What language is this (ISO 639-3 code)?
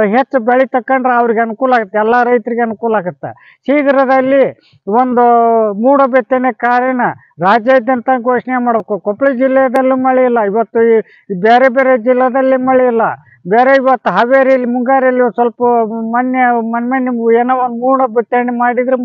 kan